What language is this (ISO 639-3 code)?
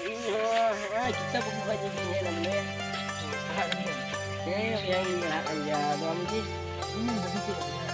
sat